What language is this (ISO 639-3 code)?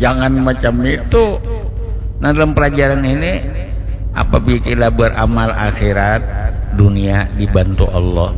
bjn